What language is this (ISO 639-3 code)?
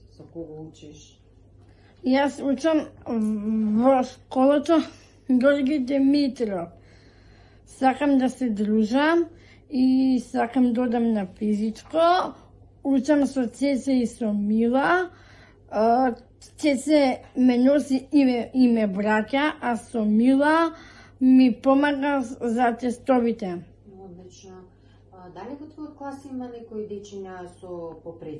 mkd